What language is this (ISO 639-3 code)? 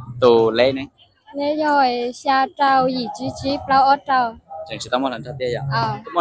hmn